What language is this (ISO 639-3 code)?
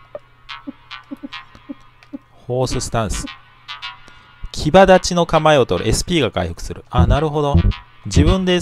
jpn